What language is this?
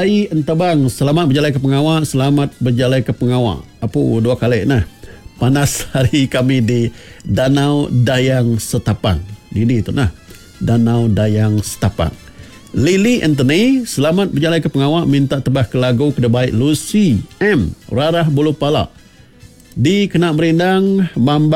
Iban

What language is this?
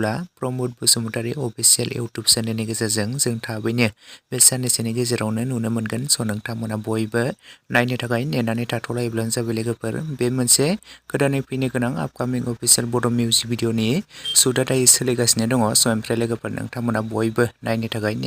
Bodo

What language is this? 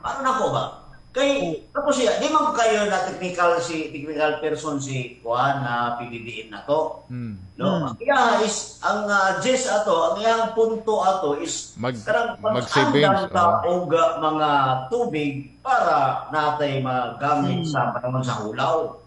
Cebuano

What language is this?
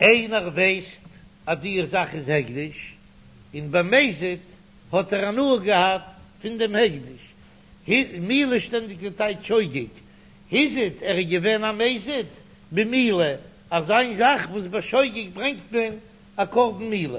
Yiddish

